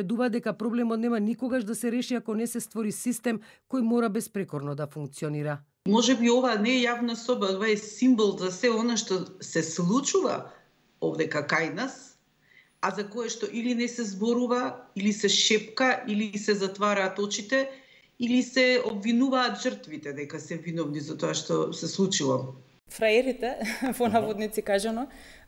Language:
Macedonian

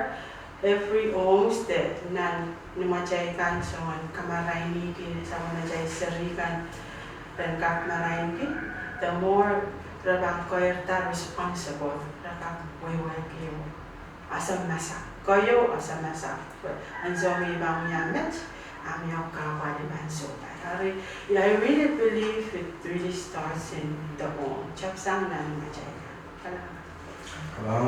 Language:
Pohnpeian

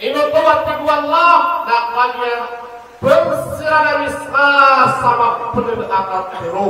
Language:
Maranao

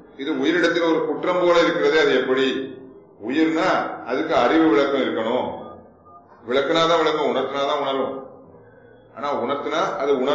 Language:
Tamil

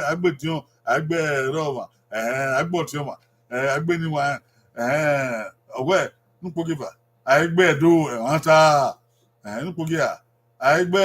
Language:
Bini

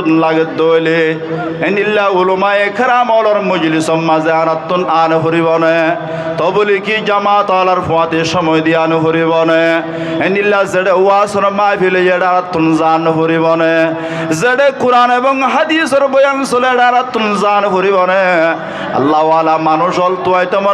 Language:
Rohingya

